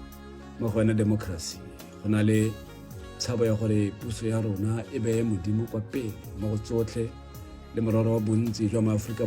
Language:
Tswana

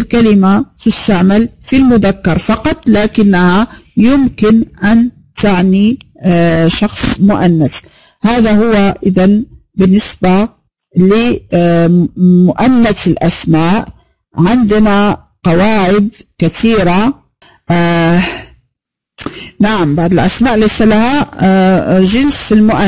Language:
Arabic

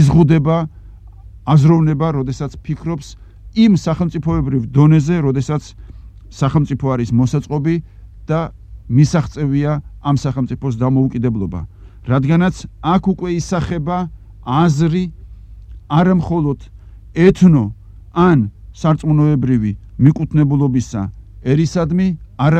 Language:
Georgian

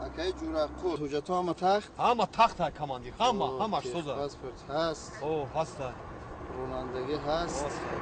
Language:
Tajik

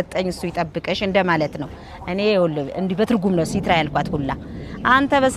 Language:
Amharic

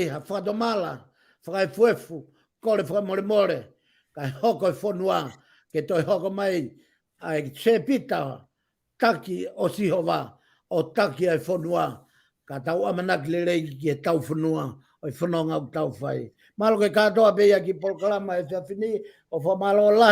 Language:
Tongan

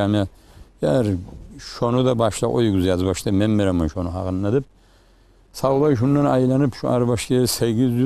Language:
Kumyk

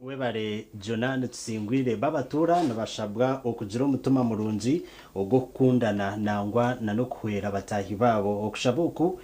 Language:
Nyankole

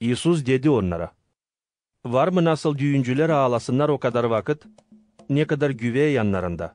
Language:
Gagauz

